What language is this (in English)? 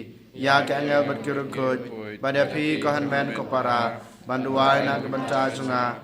Khasi